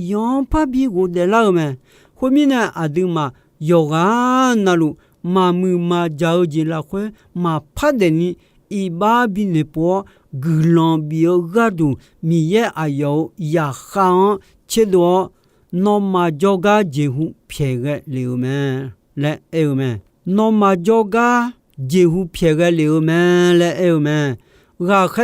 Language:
Akha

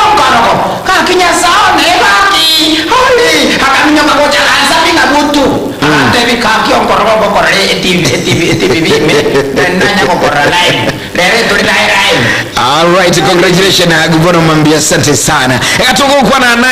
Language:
Gusii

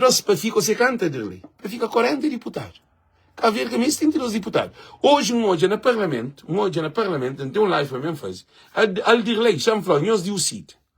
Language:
Kabuverdianu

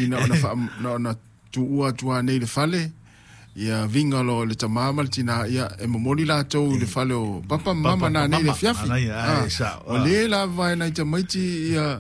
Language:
Samoan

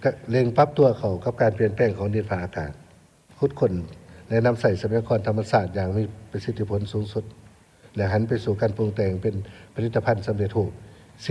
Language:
Lao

